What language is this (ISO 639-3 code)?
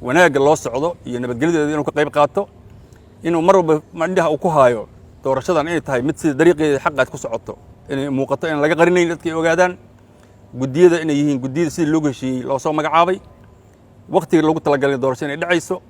som